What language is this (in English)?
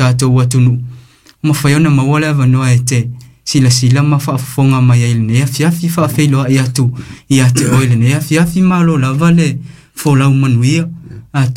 Samoan